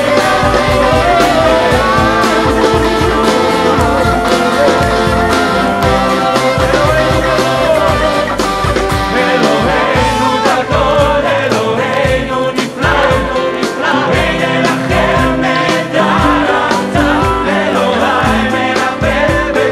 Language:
Hebrew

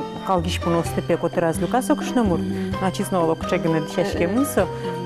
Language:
Udmurt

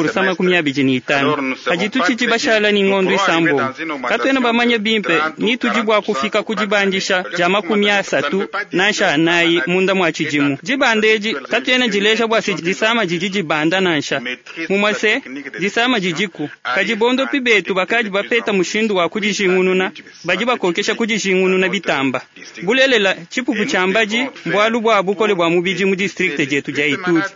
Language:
Luba-Lulua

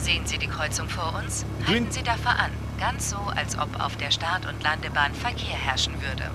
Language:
Bavarian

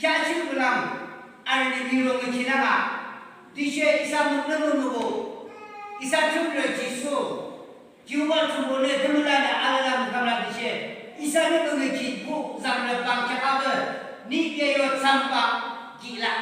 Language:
Yimchungru Naga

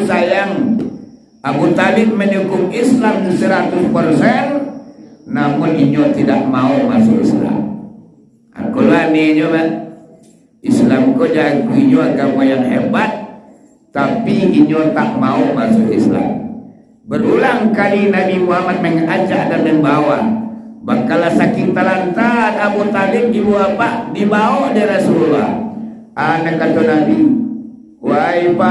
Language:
Minangkabau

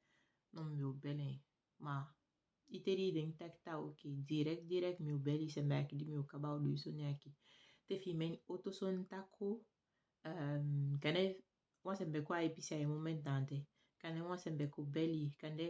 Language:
Saramaccan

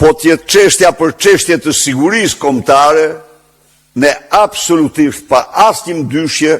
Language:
Albanian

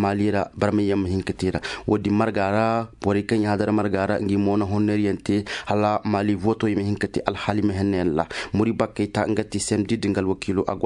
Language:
Zarma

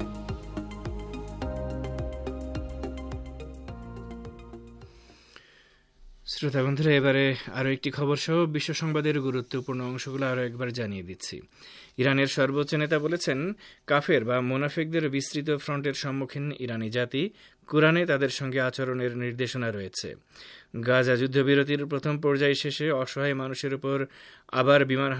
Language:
Bangla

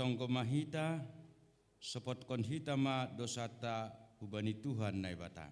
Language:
Batak Simalungun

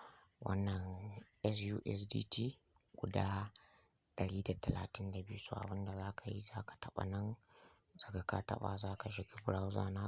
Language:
Hausa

